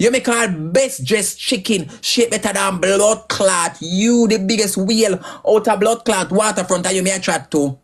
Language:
Jamaican Creole English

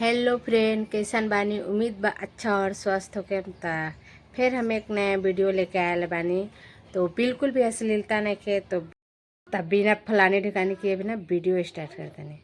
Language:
Bhojpuri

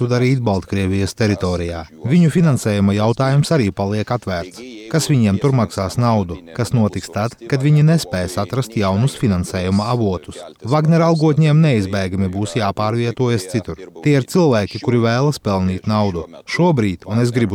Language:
Latvian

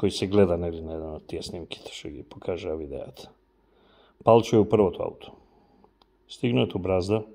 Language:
Macedonian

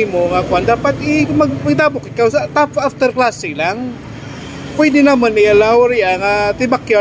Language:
Hiligaynon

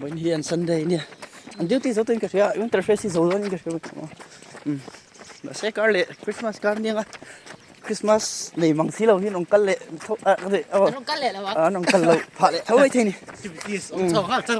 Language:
Mizo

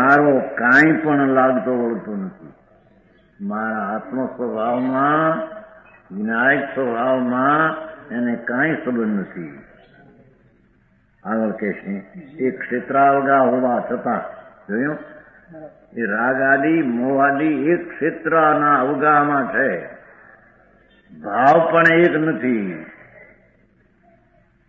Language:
Gujarati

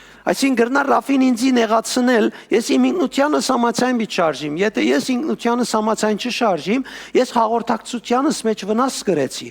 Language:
Western Armenian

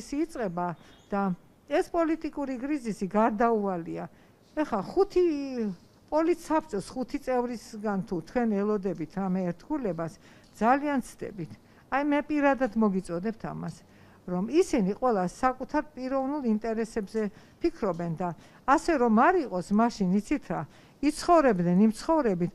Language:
Georgian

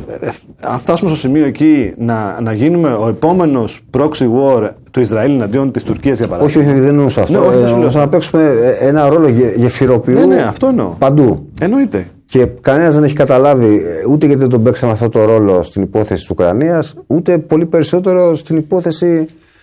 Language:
Greek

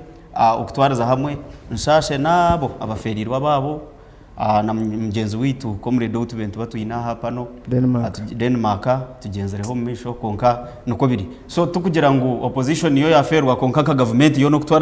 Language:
Nyankole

